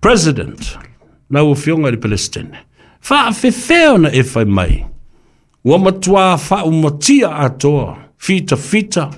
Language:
Samoan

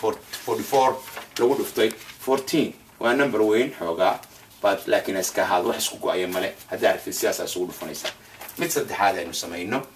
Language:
Somali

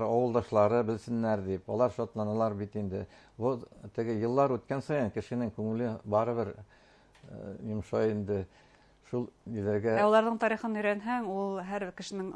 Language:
Bashkir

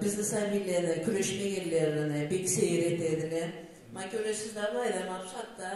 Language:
Karachay-Balkar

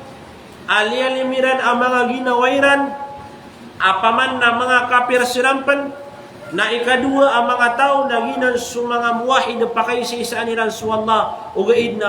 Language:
Maranao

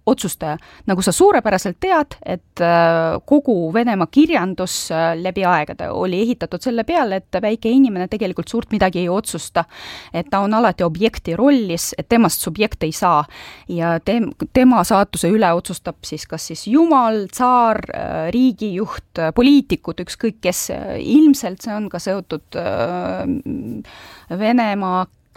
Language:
Estonian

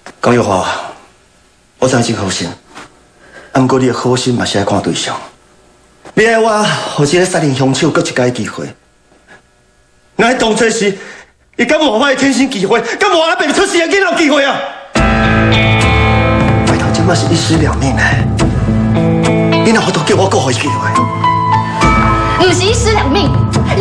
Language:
Min Nan Chinese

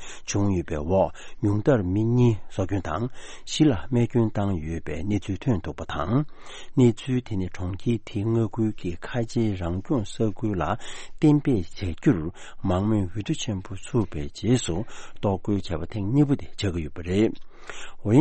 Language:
Tibetan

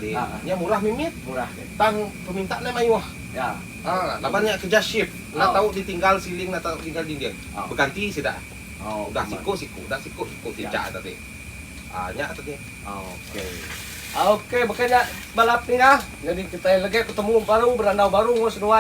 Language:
Iban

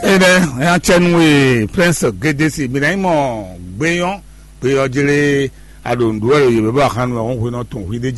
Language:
Fon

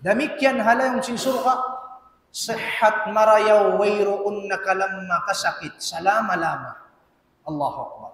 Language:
Tausug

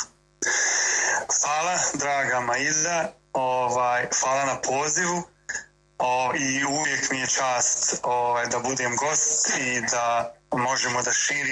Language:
Bosnian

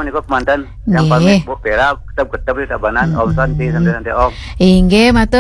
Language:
Balinese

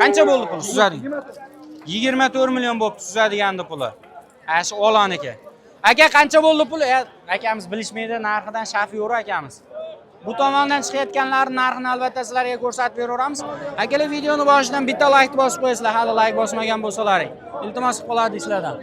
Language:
Uzbek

